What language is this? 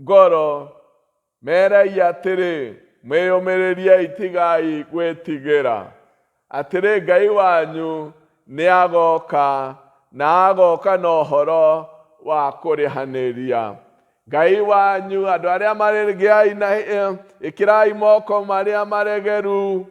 Kikuyu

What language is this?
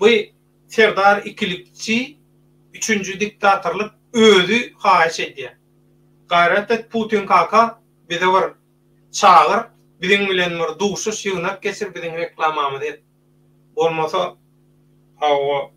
Turkmen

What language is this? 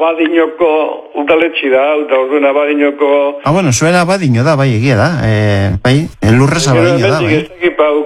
Basque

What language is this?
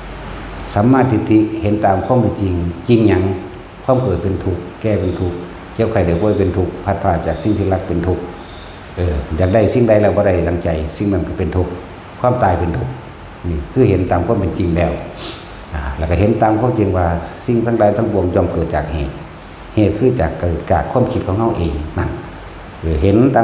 Northeastern Thai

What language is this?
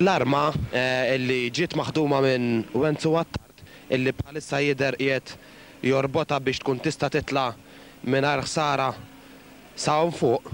Maltese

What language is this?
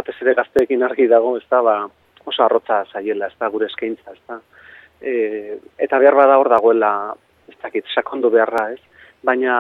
Basque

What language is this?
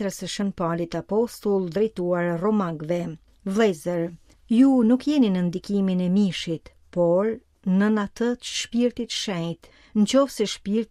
Albanian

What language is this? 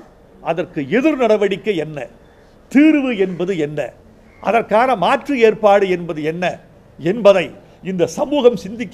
Tamil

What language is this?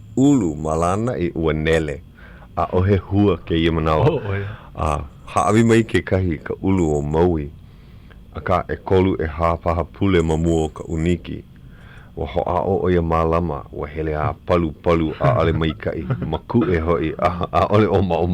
Hawaiian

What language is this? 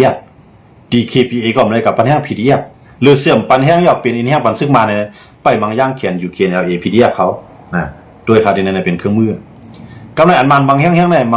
Shan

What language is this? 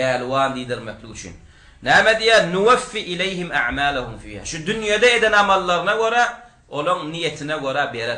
Turkmen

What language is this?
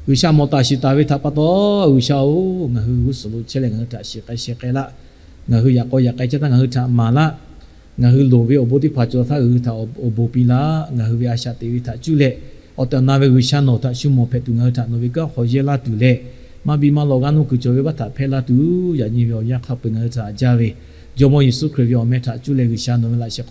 Lahu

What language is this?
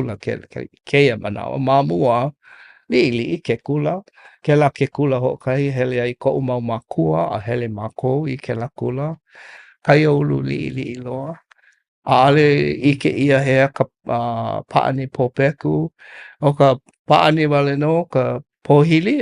Hawaiian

